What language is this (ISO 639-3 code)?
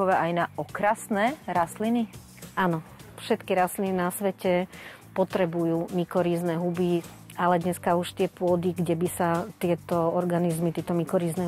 slk